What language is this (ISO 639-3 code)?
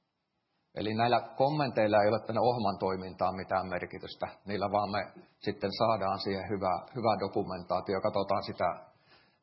fin